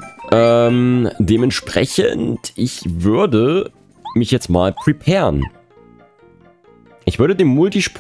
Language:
German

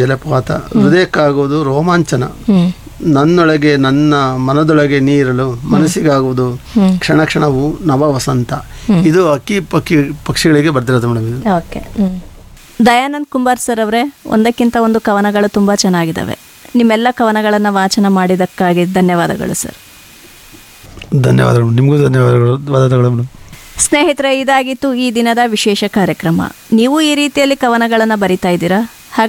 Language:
Kannada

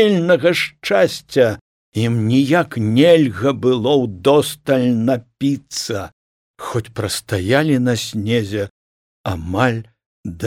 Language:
Belarusian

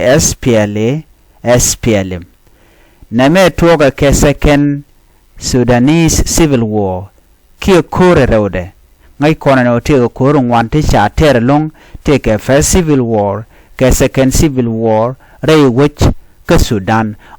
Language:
Nuer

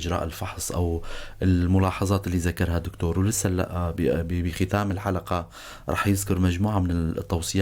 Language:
North Levantine Arabic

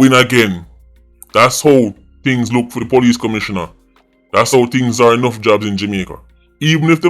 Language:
Jamaican Creole English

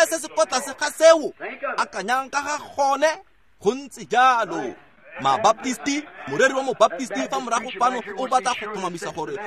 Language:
Tswana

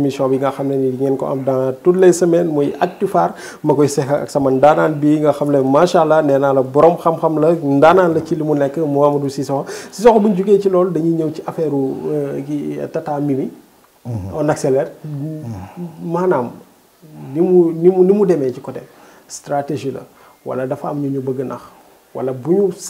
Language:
Wolof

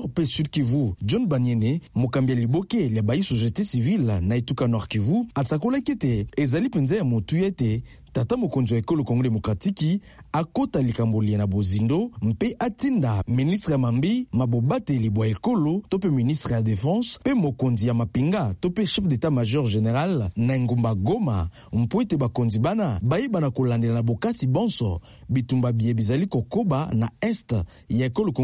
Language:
Lingala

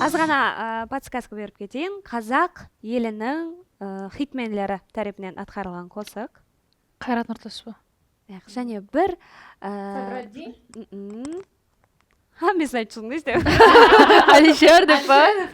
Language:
Kara-Kalpak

